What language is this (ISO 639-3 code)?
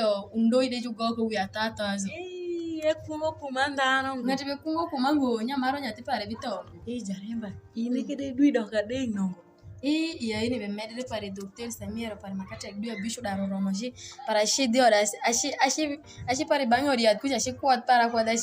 alz